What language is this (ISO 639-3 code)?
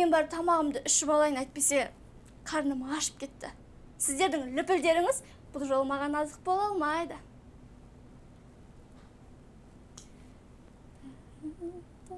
kaz